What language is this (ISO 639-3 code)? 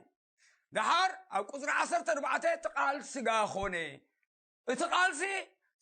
tir